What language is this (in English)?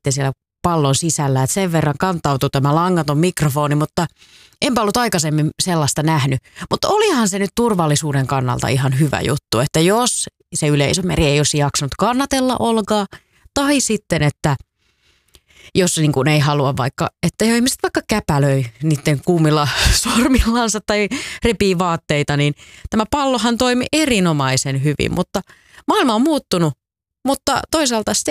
Finnish